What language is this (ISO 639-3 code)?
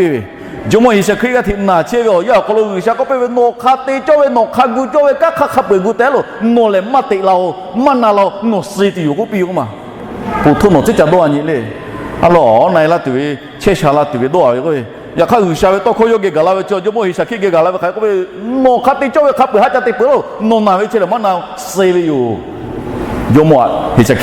lhu